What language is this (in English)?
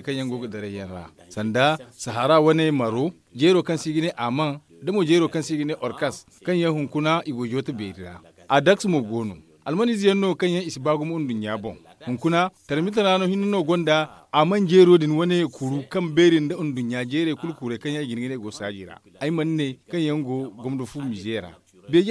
Zarma